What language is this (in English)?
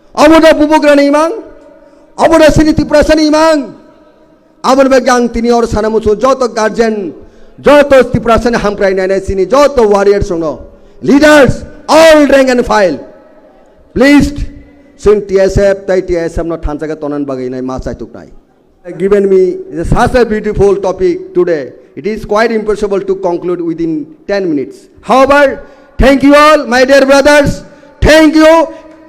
Kok Borok